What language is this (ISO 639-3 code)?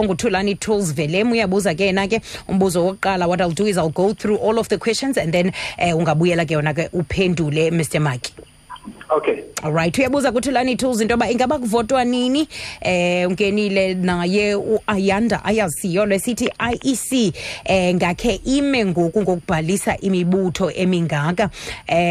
xho